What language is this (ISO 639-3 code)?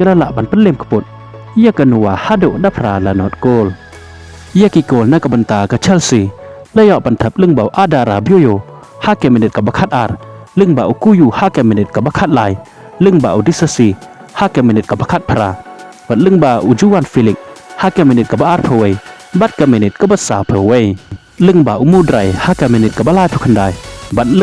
kha